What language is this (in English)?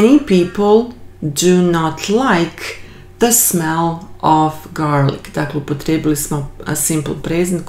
Croatian